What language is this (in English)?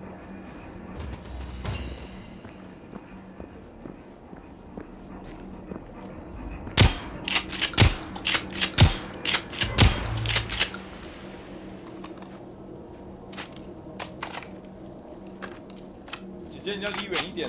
Chinese